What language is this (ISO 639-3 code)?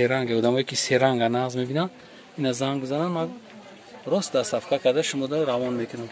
tgk